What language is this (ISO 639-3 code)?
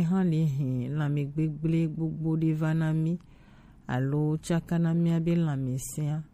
gej